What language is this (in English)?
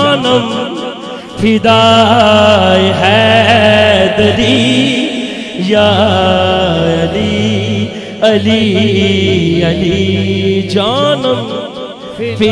Western Panjabi